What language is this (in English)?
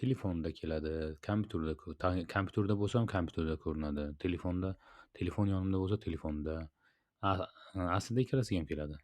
Uzbek